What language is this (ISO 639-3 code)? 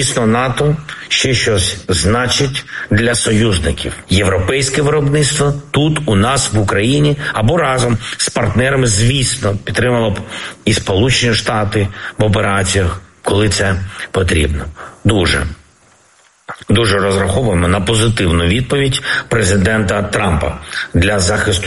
ukr